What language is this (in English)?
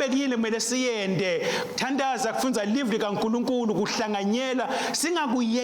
Swati